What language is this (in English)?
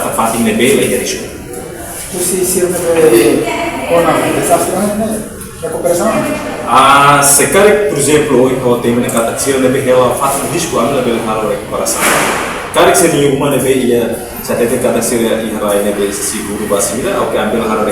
Tetum